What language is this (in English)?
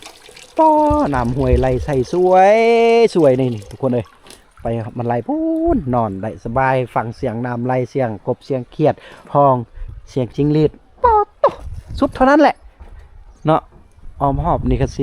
Lao